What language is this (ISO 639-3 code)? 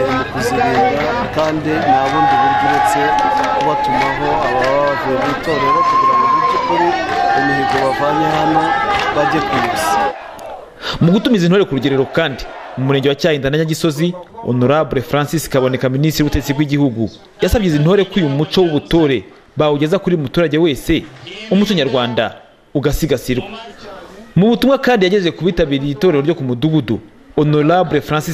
kin